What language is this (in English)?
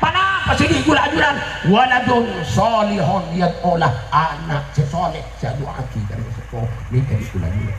Madurese